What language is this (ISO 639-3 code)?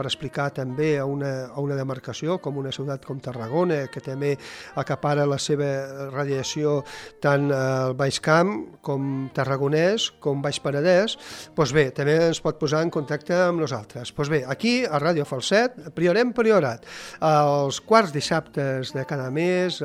cat